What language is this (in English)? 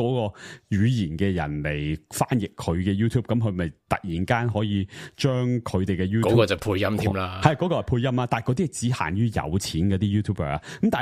Cantonese